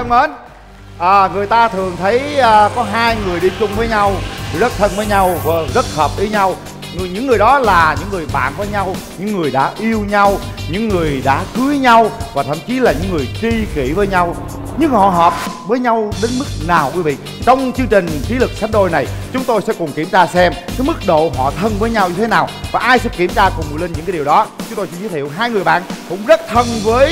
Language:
Vietnamese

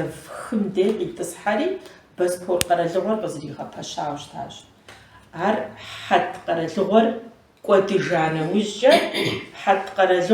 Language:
Kabardian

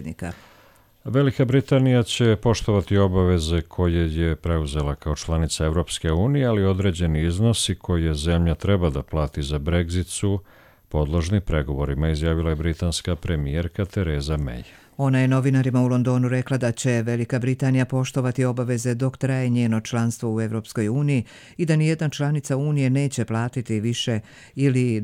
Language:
Croatian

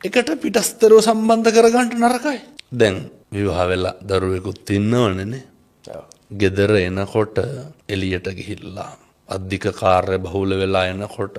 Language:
Sinhala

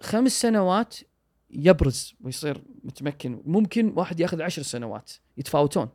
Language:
Gulf Arabic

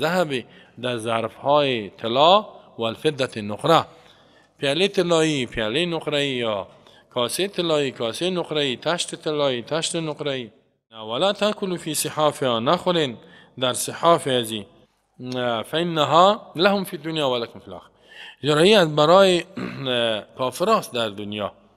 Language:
Persian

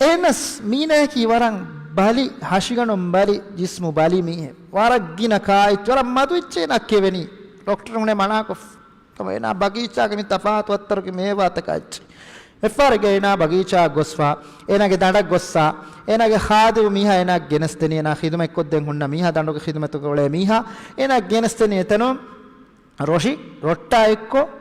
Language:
Divehi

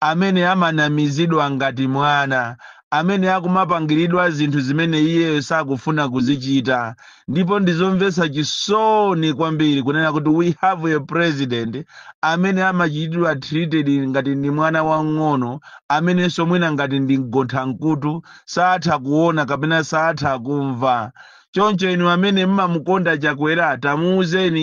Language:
Nyanja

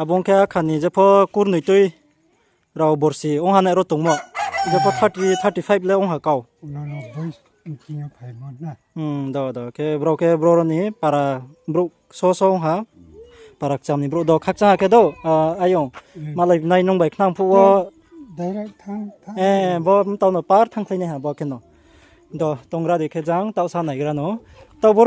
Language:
Riang (India)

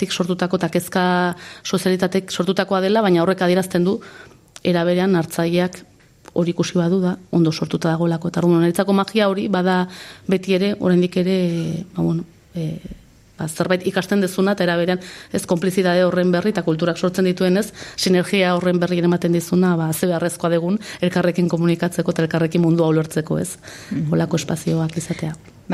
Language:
Basque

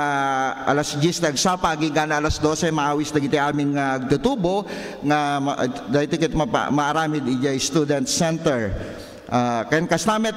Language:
Iloko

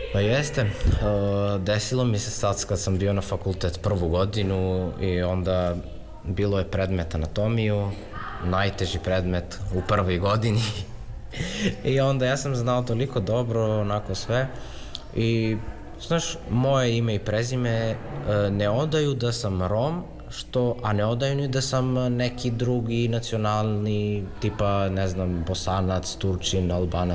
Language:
Serbian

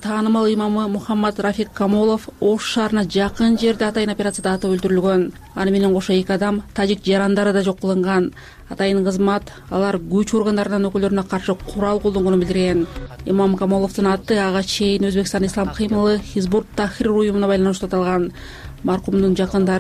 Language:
Kyrgyz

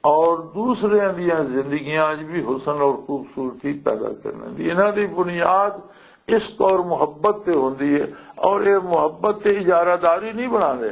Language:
Western Panjabi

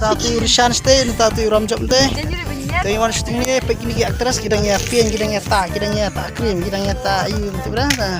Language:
Khasi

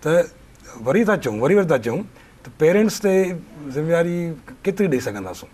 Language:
Sindhi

